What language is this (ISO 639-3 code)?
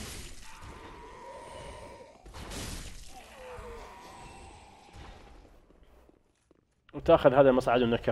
ara